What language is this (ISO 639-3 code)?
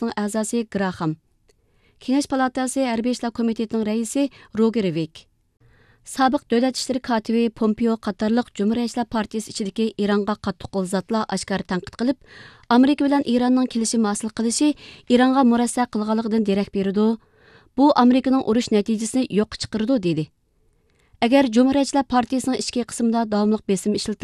uig